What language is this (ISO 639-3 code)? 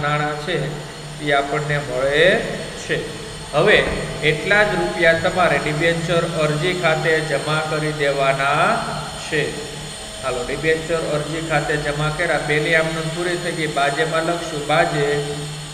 guj